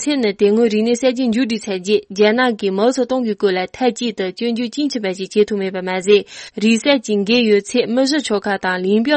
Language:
Tibetan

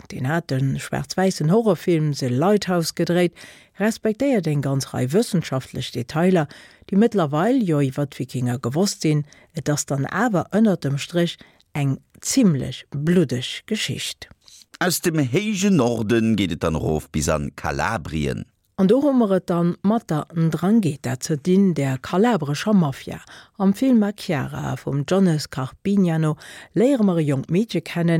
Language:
Luxembourgish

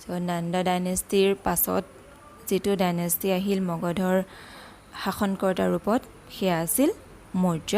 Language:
Assamese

